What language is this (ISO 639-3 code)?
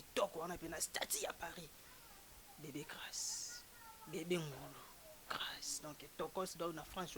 lin